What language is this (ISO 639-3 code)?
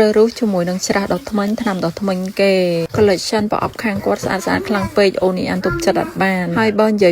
khm